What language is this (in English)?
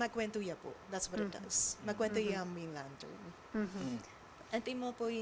Pampanga